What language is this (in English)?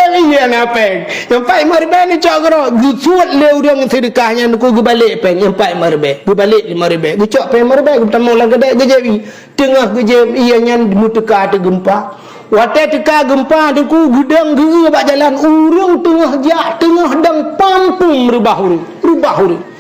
Achinese